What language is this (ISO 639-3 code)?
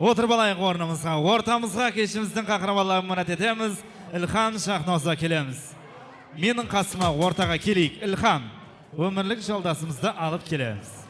kaa